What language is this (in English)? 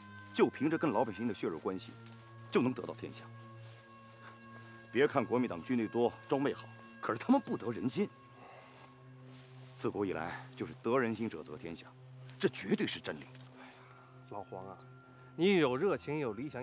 Chinese